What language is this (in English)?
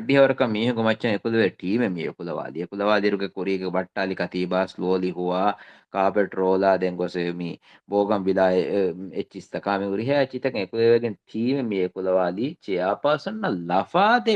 Divehi